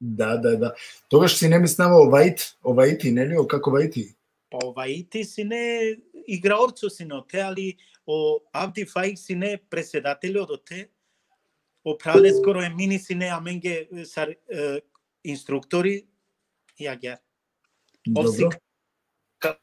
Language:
Balkan Romani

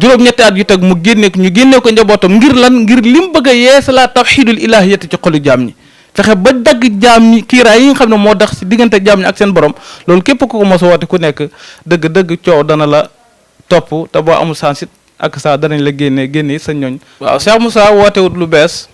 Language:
Wolof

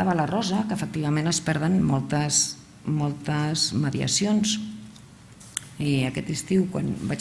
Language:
Catalan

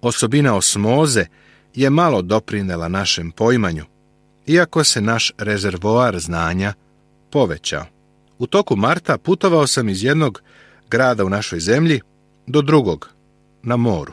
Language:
Serbian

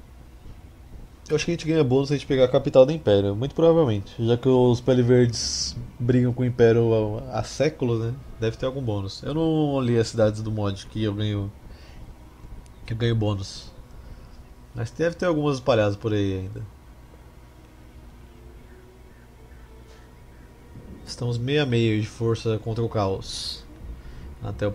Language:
Portuguese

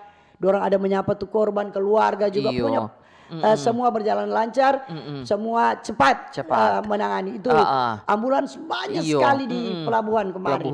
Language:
Manado Malay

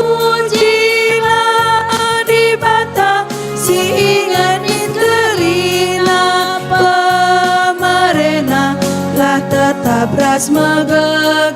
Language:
Batak Karo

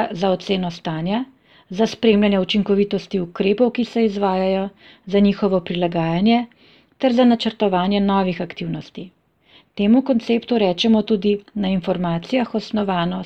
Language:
Slovenian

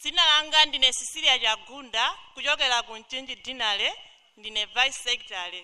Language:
Nyanja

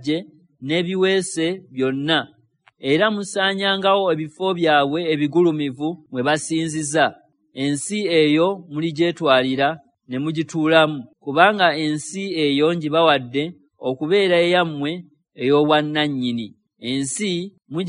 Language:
Ganda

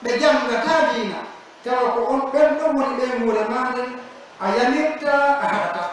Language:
Pular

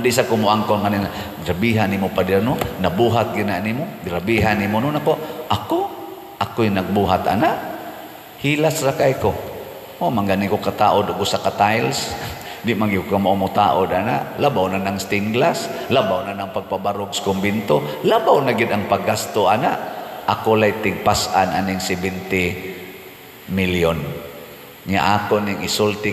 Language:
Cebuano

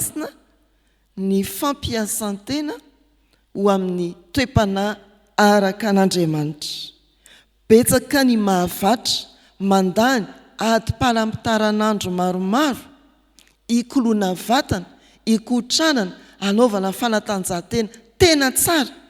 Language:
Malagasy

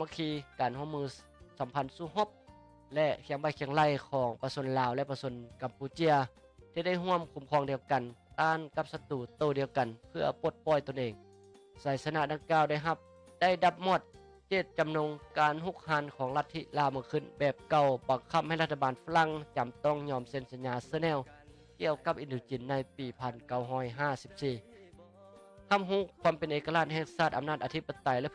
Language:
Lao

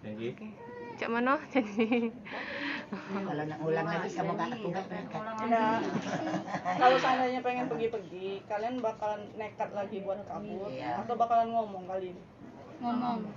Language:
Musi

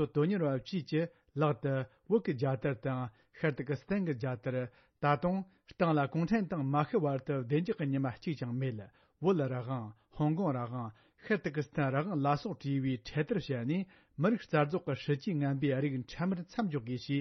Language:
Tibetan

